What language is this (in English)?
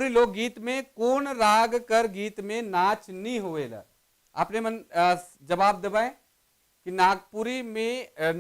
Sadri